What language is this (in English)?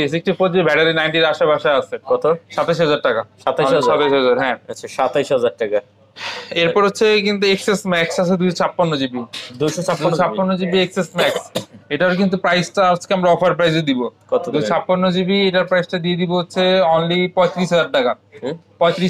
Bangla